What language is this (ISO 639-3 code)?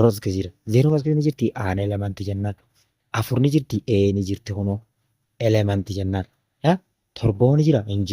orm